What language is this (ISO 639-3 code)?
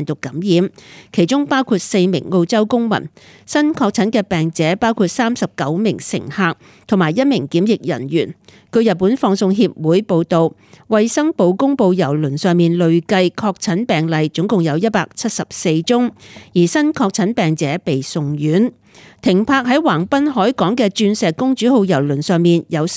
yue